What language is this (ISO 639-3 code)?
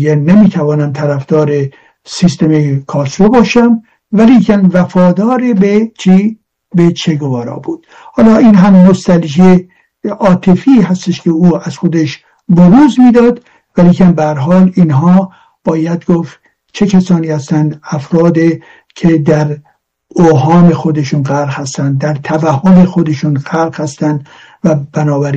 fas